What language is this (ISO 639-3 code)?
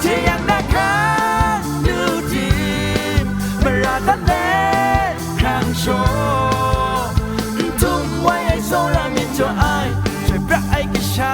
kac